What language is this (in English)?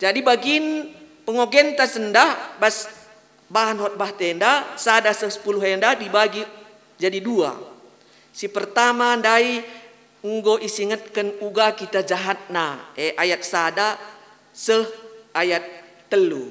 Batak Karo